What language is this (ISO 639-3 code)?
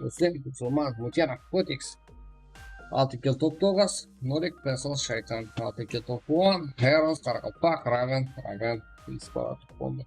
kaa